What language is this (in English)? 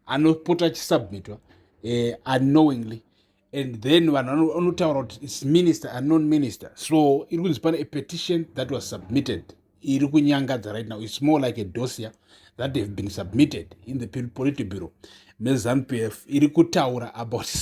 Shona